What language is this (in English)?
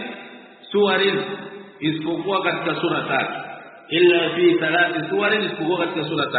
Swahili